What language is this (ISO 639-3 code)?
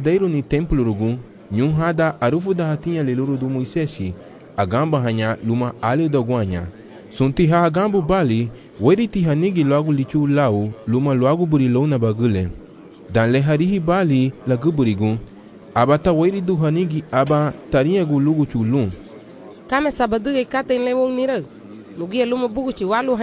cab